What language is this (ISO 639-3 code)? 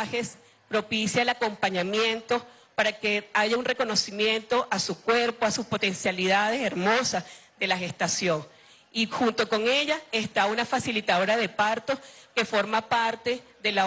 spa